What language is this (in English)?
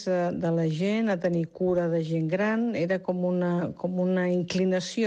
Catalan